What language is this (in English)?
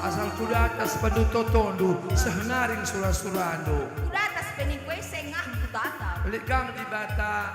Batak Karo